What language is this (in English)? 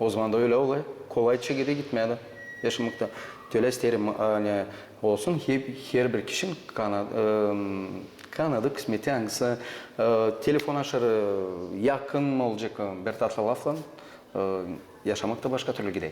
Gagauz